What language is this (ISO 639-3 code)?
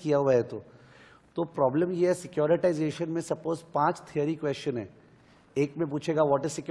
hin